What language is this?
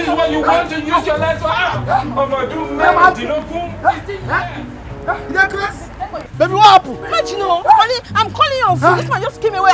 Nigerian Pidgin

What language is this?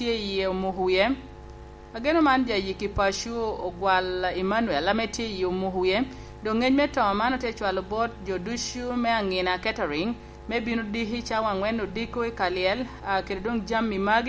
Lango (Uganda)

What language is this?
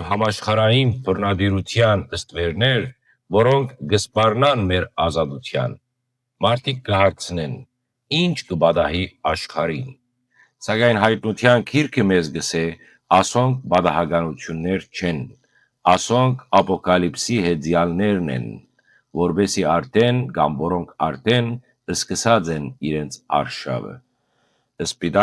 Western Armenian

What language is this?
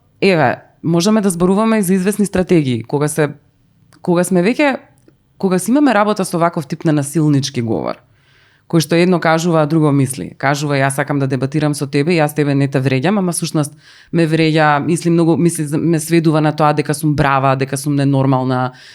Macedonian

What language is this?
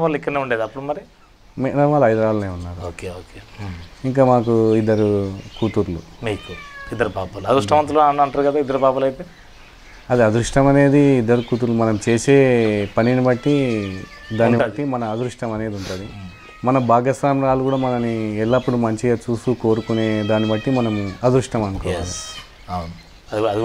Telugu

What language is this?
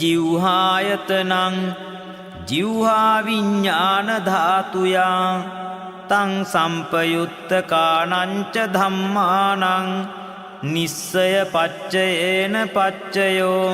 Pali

